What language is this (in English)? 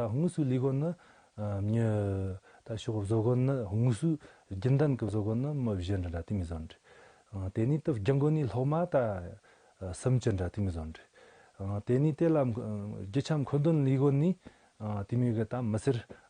Tibetan